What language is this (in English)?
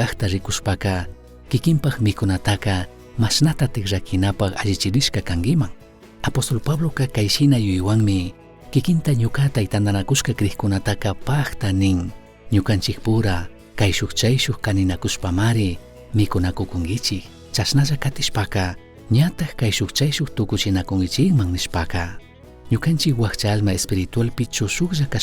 Chimborazo Highland Quichua